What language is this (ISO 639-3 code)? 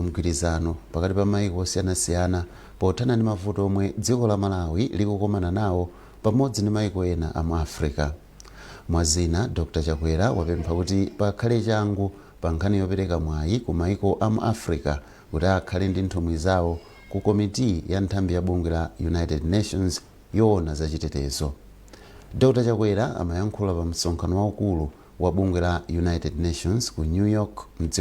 nya